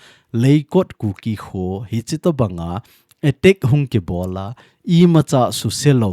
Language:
Thado Chin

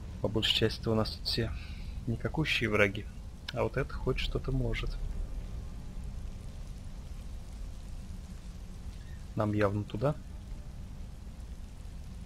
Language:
Russian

